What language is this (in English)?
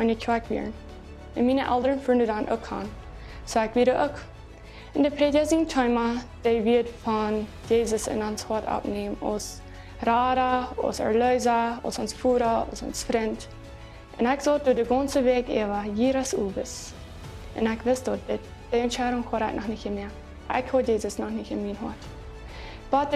Plautdietsch